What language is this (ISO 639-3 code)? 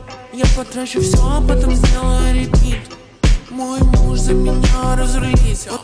rus